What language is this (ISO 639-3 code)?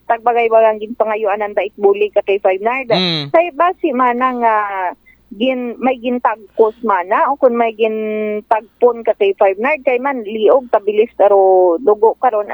akl